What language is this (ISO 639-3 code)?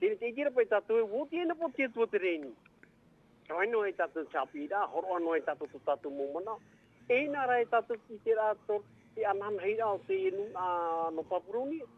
tah